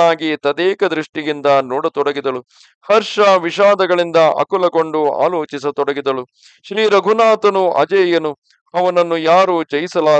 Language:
Kannada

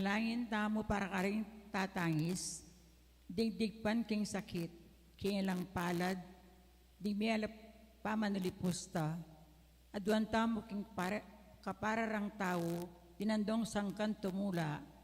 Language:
Pampanga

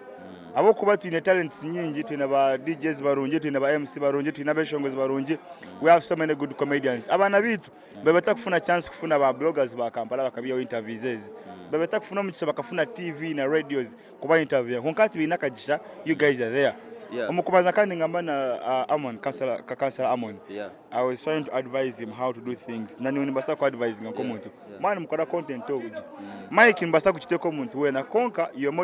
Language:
Nyankole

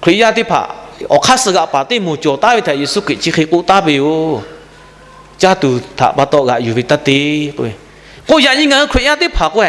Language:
Lahu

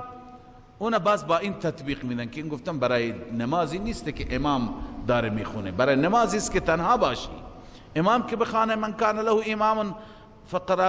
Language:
Persian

